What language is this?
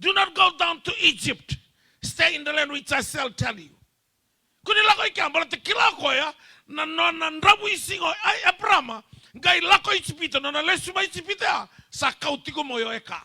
Fijian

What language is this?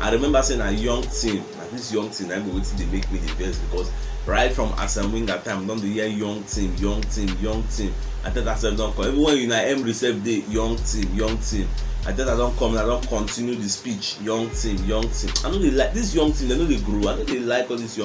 Nigerian Pidgin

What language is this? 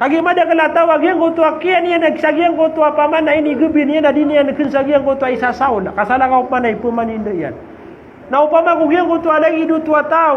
Maranao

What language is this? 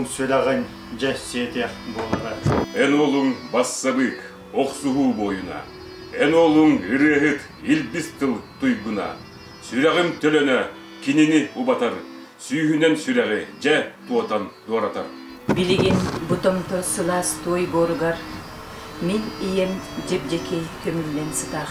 Yakut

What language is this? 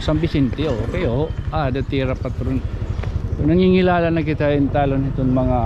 Waray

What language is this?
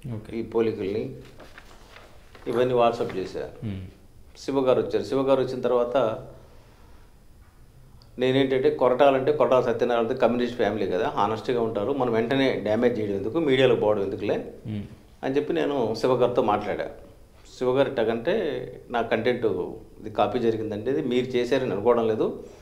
Telugu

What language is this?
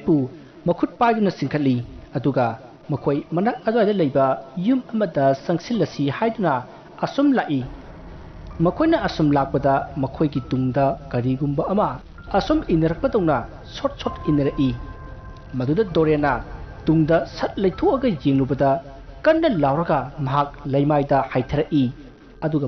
Manipuri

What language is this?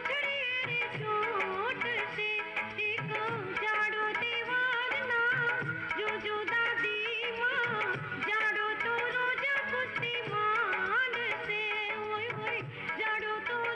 Gujarati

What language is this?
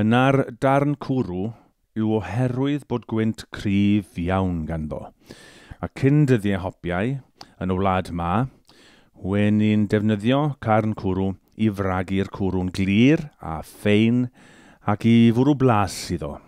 Welsh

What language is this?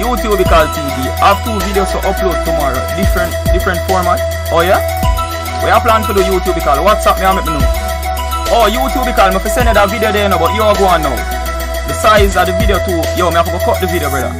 Jamaican Creole English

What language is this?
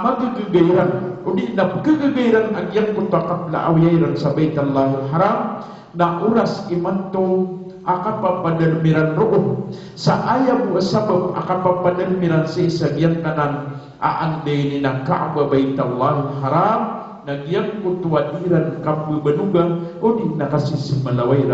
Maranao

